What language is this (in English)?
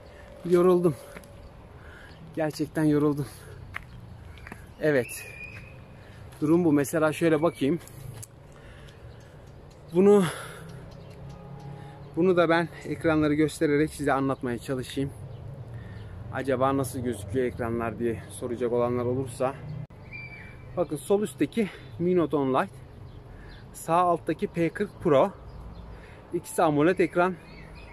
Turkish